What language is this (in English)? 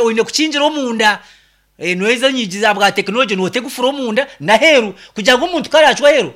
Nyankole